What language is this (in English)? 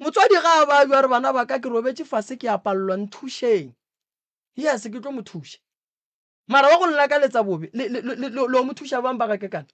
Northern Sotho